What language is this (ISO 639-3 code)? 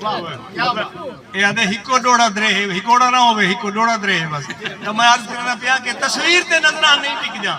skr